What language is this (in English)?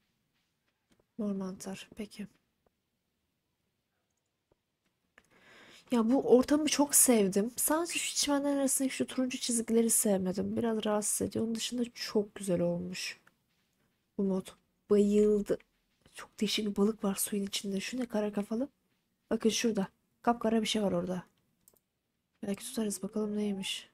Turkish